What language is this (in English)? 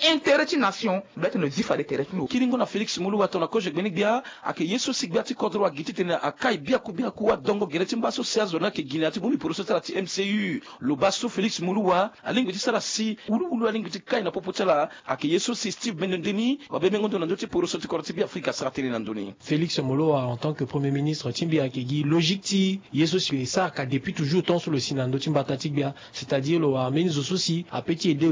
Sango